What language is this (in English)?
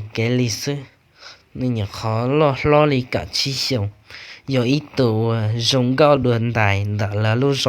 Hmong